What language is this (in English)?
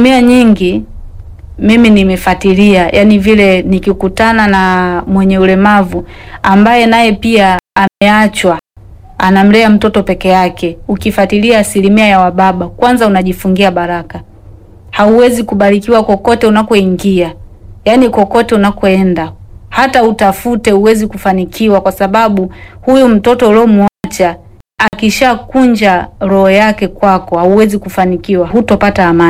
Swahili